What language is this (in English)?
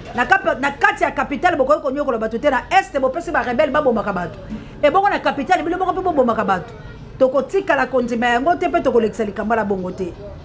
Lingala